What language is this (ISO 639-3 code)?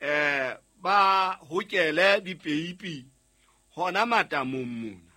sot